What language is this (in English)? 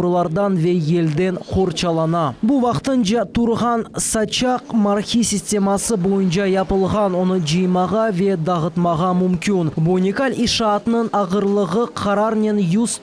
Crimean Tatar